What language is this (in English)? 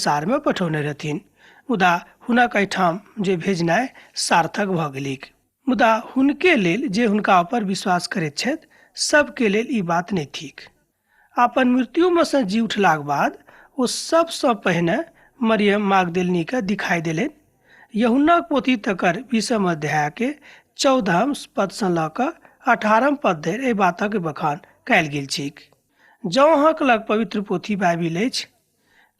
Maithili